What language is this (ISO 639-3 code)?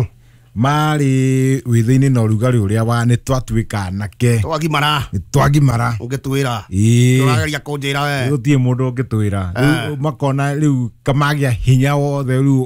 kik